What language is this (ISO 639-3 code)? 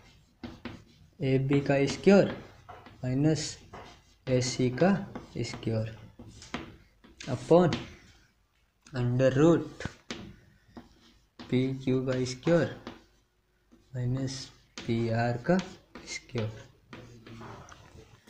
hin